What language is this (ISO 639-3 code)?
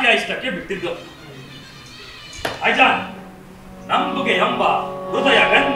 kan